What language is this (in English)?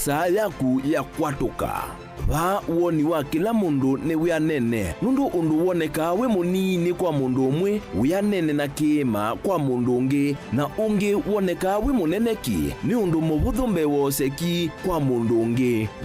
Kamba